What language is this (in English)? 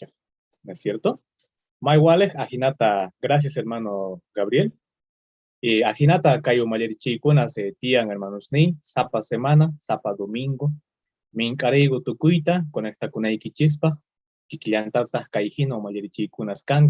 Quechua